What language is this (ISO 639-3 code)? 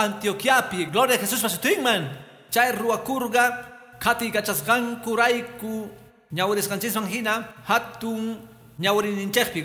que